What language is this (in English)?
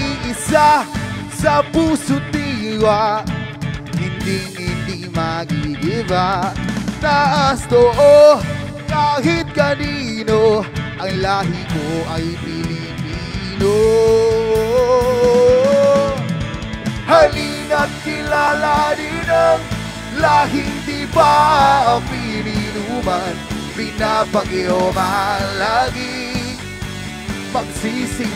Filipino